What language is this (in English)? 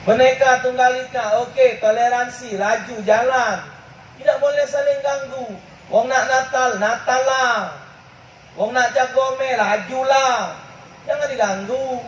Musi